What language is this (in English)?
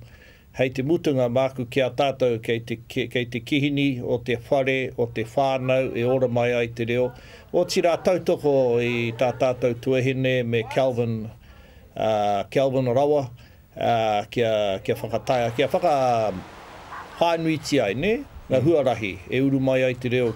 Māori